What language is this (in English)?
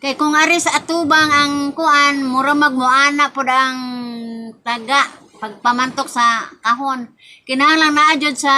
Cebuano